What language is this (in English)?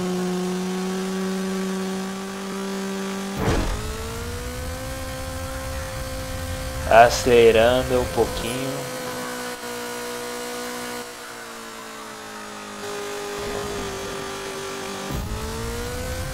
Portuguese